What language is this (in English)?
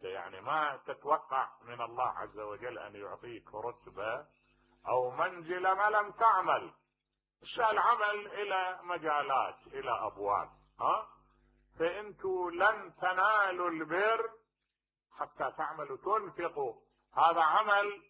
Mesopotamian Arabic